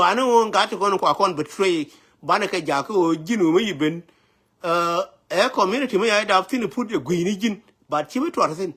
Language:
Nuer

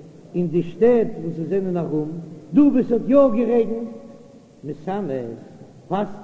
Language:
Yiddish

